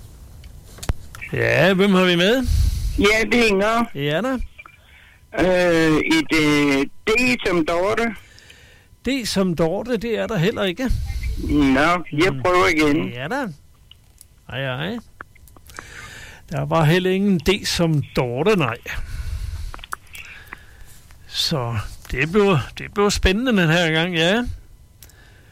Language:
Danish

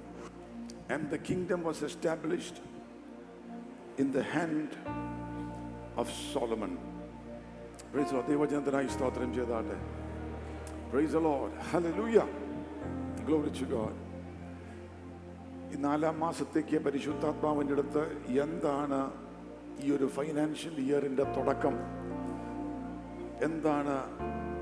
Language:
Malayalam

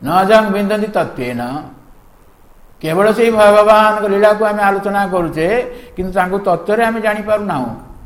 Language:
Odia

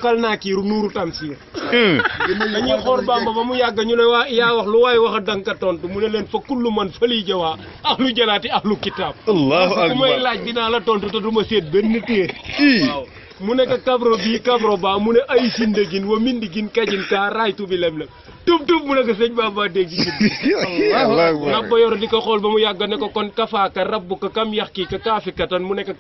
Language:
Wolof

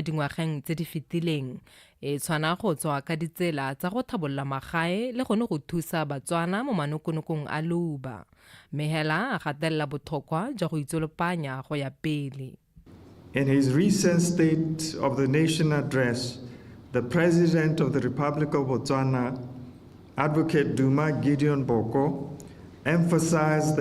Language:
Tswana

